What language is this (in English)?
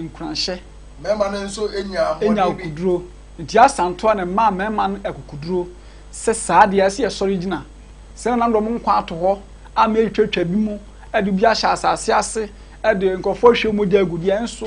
Akan